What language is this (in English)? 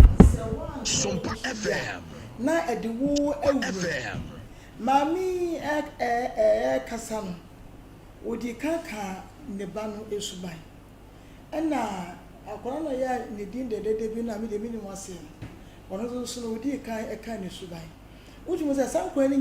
Akan